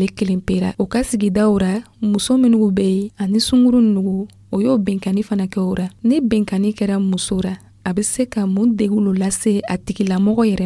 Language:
Dyula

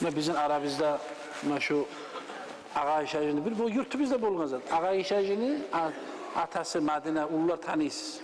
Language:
Kumyk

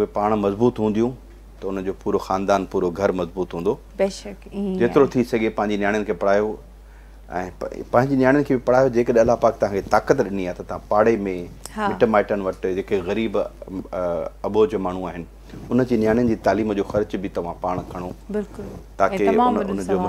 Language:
Sindhi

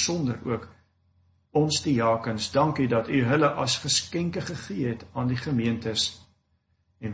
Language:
Afrikaans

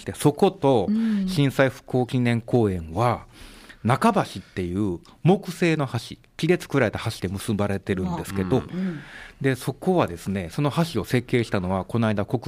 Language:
Japanese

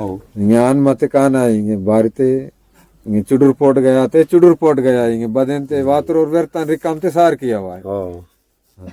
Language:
Aheri Gondi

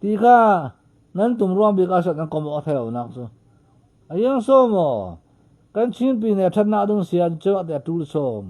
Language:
Falam Chin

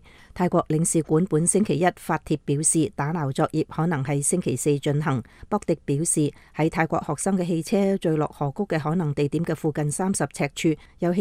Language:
Cantonese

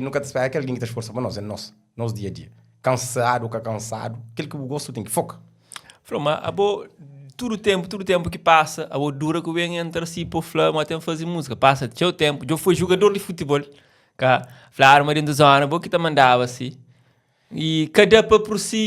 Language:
Kabuverdianu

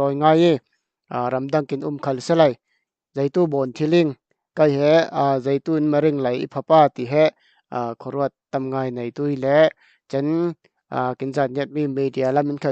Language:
Falam Chin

